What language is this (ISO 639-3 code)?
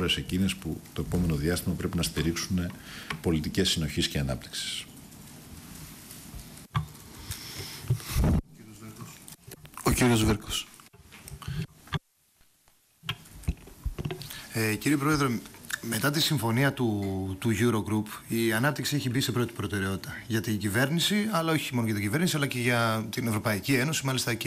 ell